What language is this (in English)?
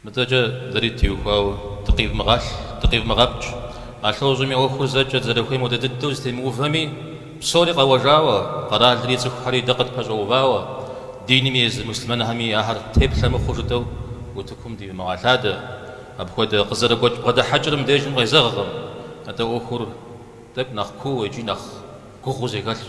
Kabardian